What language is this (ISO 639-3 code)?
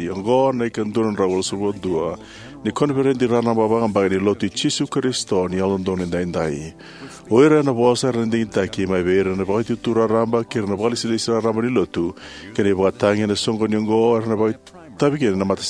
fij